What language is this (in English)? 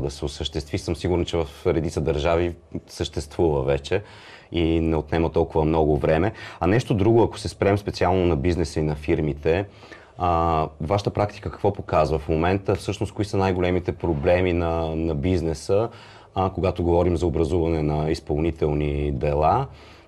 Bulgarian